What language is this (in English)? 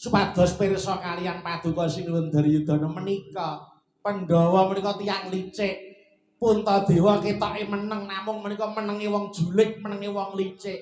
Javanese